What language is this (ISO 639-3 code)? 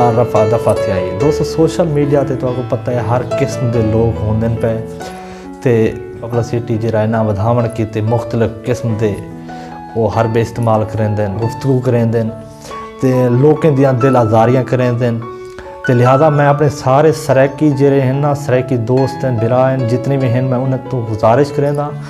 skr